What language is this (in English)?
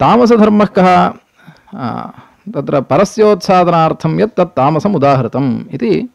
Sanskrit